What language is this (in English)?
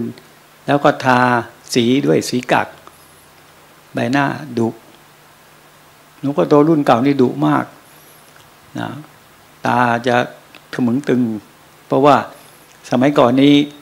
Thai